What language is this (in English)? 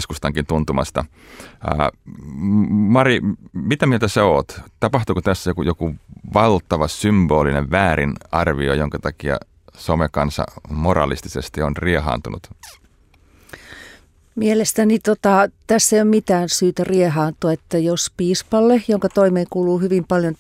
Finnish